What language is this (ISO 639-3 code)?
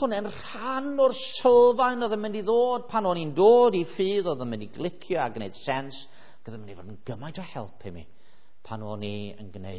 cym